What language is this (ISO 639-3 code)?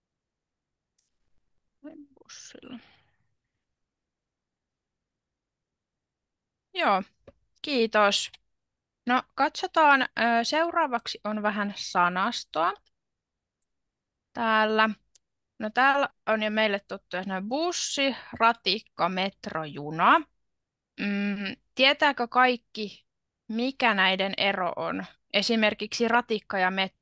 fin